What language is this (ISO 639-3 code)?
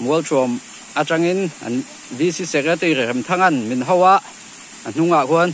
lus